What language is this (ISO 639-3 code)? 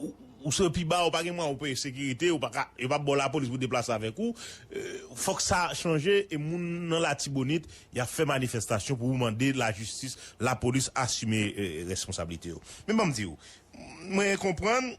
hat